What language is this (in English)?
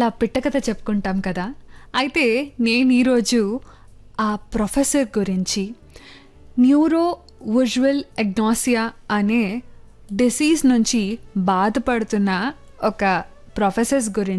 Telugu